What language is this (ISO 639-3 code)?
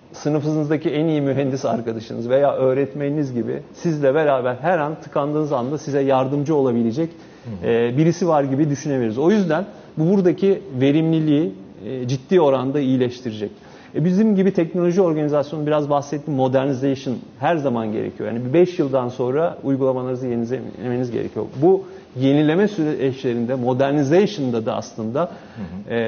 tur